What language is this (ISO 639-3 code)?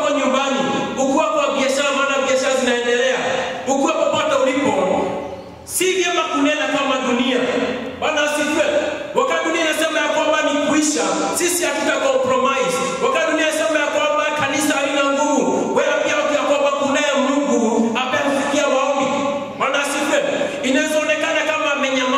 swa